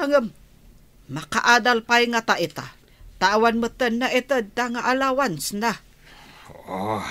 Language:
Iloko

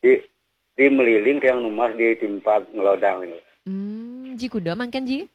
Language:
Balinese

